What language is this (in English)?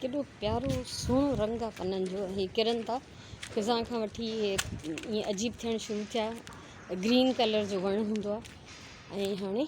Sindhi